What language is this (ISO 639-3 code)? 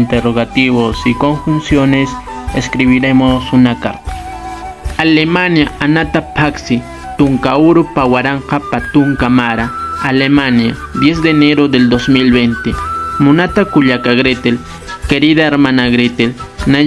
aym